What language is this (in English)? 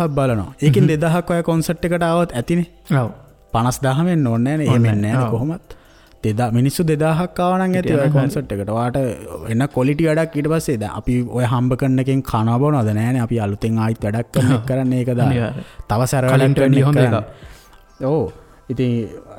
Sinhala